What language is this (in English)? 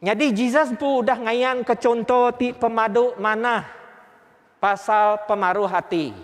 Iban